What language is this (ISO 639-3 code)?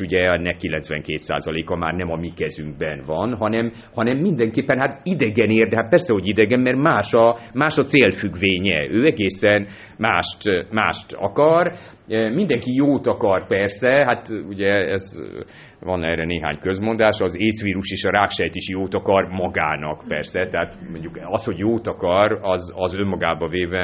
hun